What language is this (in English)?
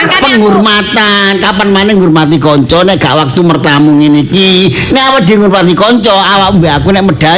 Javanese